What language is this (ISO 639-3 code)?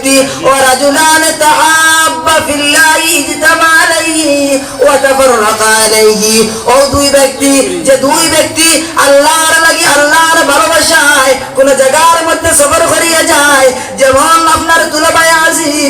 syl